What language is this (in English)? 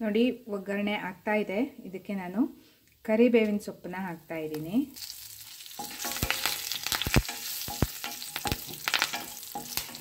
Kannada